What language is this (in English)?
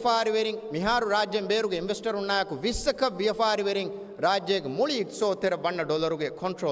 Divehi